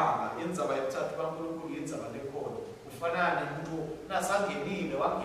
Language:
Swati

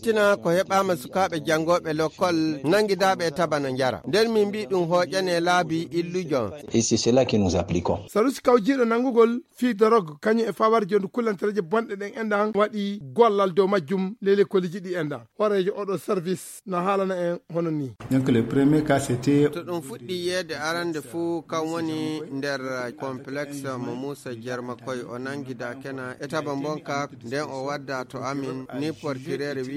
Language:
Fula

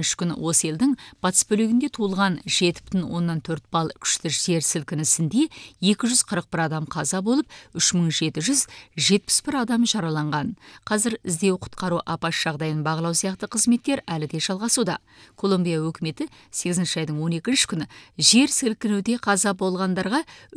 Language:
Kazakh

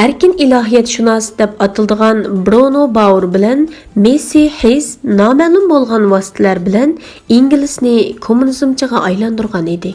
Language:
Uyghur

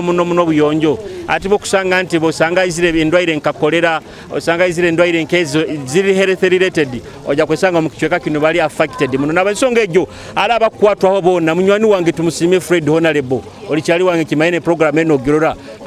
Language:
Nyoro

